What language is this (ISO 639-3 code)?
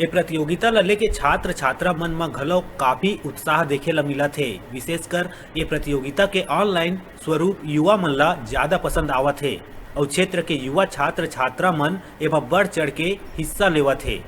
hne